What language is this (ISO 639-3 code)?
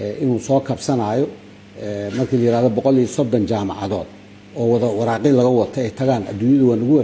som